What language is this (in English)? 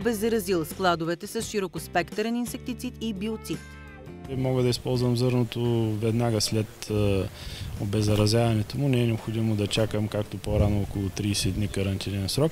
Bulgarian